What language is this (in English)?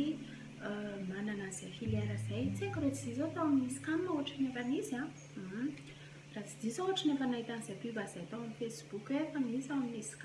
Malagasy